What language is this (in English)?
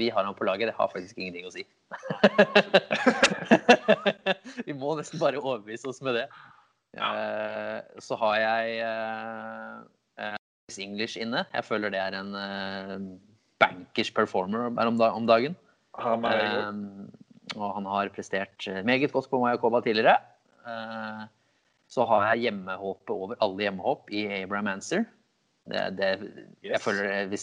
Norwegian